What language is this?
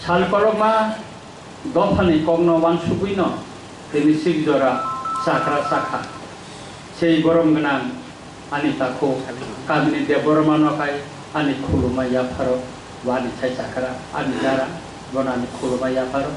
Kok Borok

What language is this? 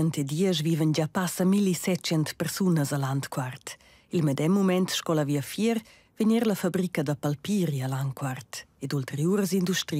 Romansh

